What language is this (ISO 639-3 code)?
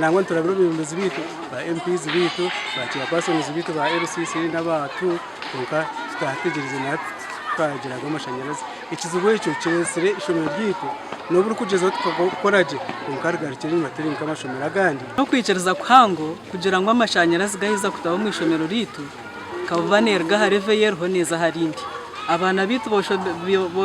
nyn